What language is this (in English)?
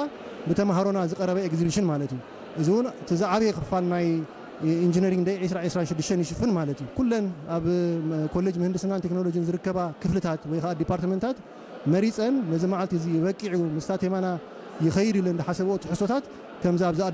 Tigrinya